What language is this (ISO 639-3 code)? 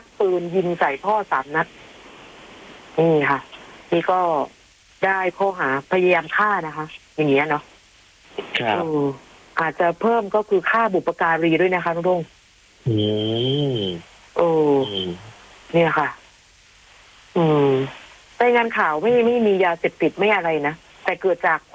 tha